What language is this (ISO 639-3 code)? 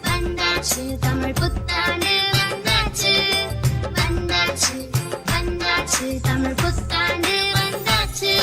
mfe